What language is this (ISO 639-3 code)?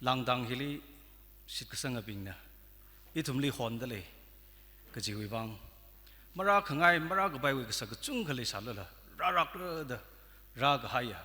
nmf